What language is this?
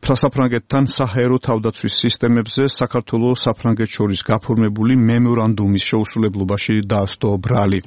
Georgian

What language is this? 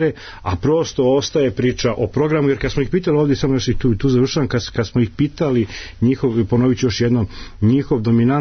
Serbian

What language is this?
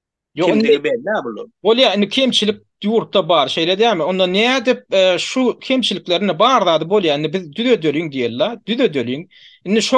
Turkmen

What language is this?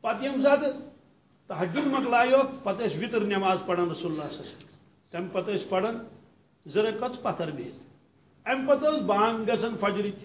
Kashmiri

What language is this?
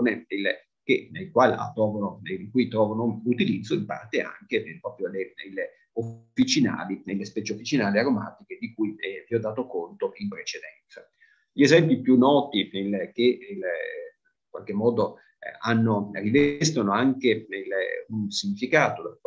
Italian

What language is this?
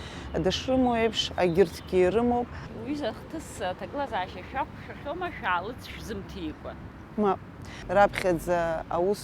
Abkhazian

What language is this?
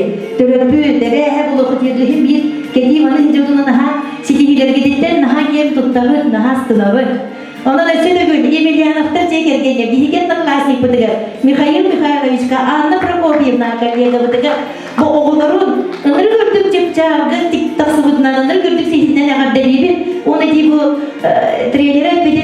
Yakut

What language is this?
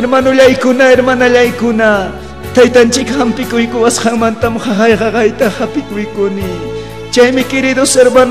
Ayacucho Quechua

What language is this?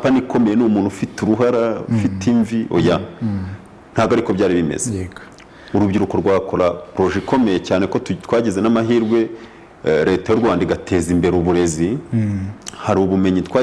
Kinyarwanda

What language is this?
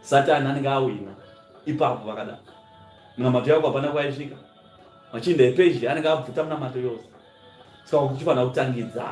Shona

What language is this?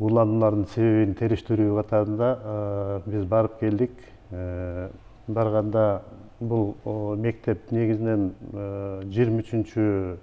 Kyrgyz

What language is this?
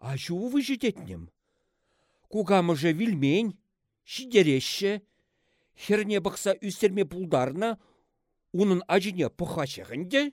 Chuvash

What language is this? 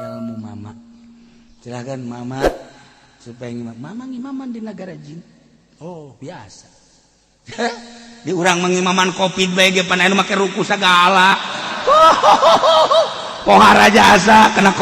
Sundanese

